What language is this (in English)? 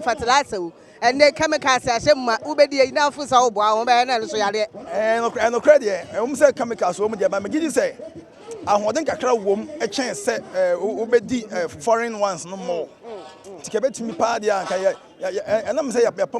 Akan